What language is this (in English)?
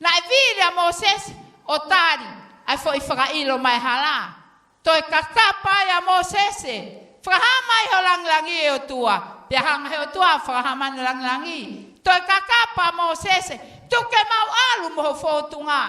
Tongan